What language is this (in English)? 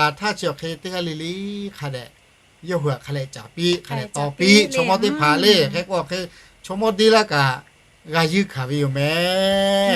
Lahu